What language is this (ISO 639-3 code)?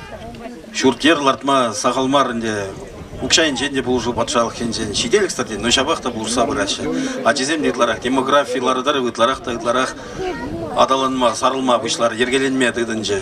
chv